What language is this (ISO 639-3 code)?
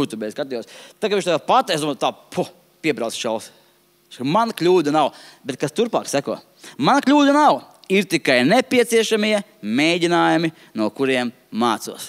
lav